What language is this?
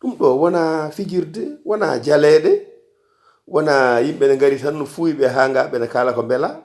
Fula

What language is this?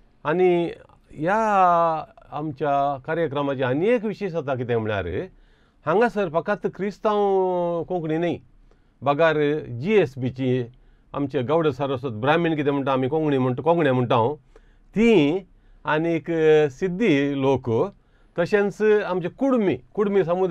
Konkani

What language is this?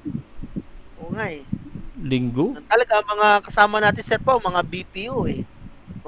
Filipino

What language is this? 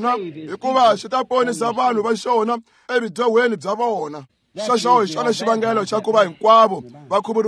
Tsonga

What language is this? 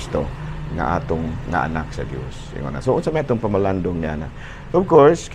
Cebuano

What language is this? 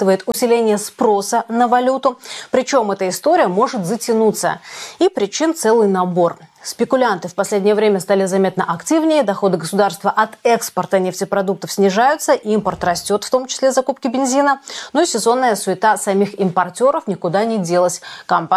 Russian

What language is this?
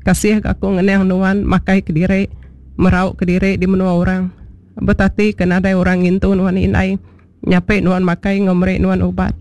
Iban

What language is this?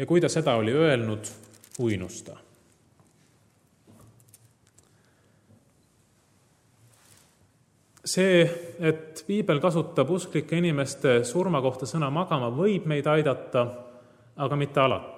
Estonian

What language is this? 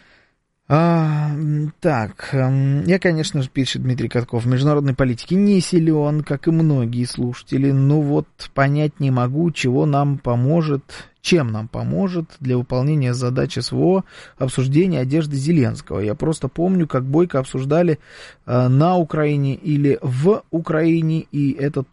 Russian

